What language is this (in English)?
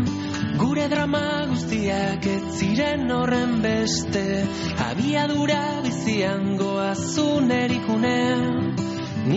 Basque